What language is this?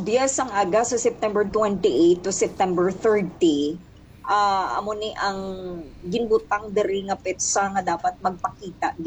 Hiligaynon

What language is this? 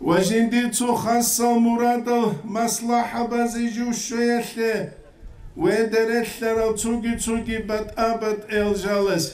Avaric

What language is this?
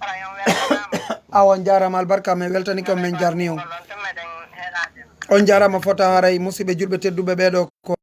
Fula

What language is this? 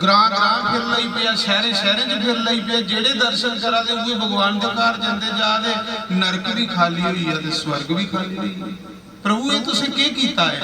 Dogri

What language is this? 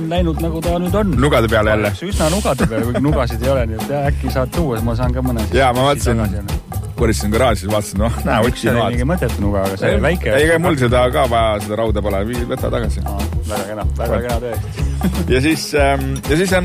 Estonian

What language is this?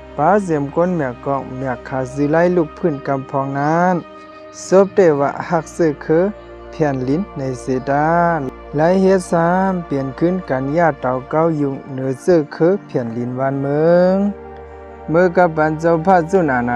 Shan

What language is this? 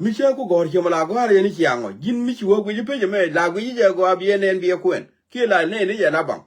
Nuer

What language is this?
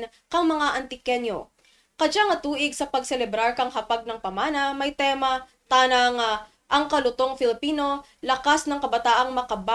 Kinaray-a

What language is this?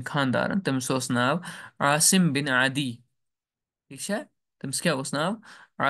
Kashmiri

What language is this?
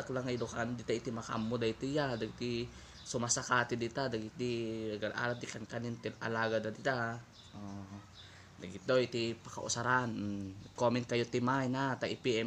Iloko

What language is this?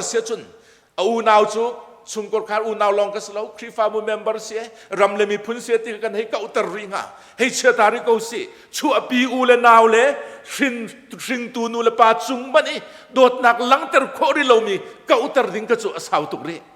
Hakha Chin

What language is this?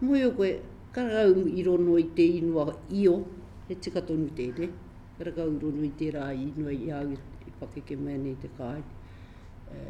Māori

